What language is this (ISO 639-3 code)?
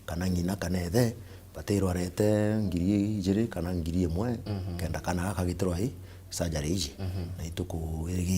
mer